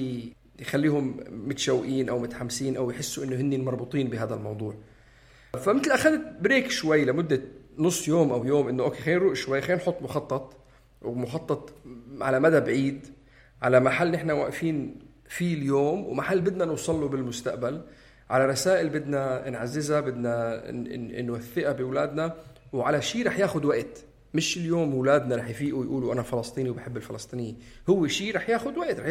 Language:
North Levantine Arabic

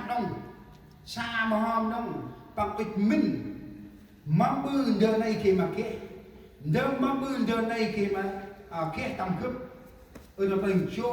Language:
Central Mnong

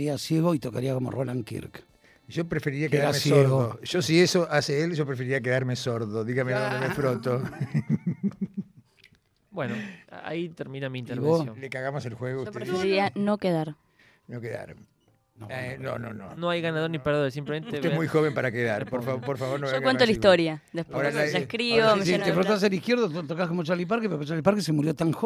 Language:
Spanish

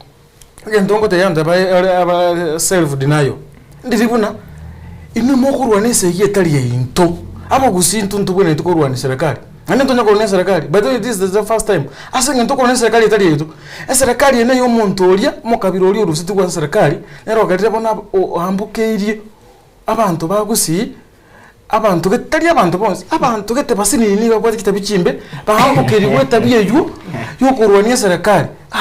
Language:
Gusii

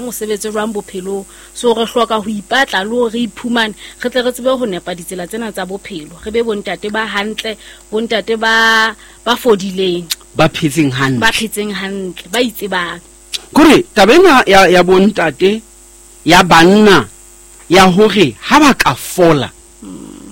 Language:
Southern Sotho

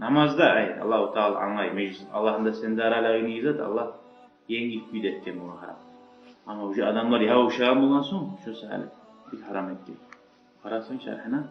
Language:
Kumyk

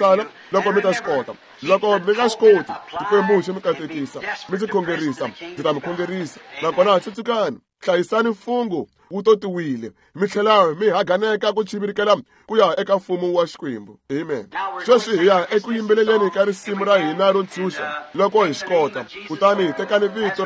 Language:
Tsonga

